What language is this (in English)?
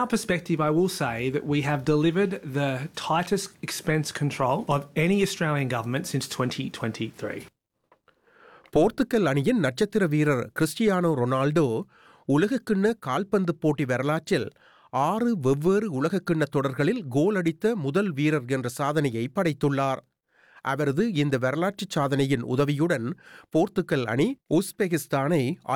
Tamil